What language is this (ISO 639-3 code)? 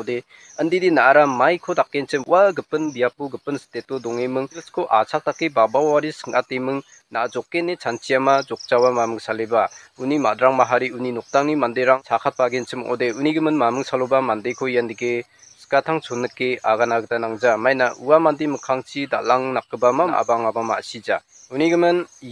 grt